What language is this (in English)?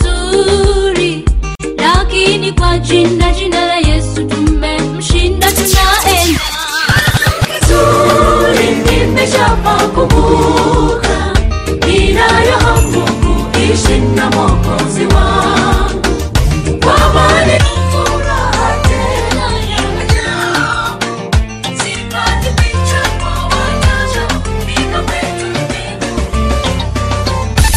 Swahili